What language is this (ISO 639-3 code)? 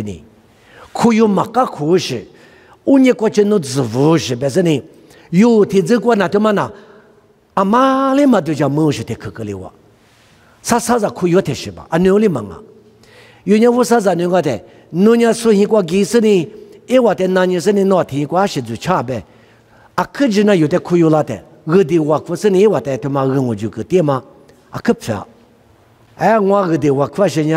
lis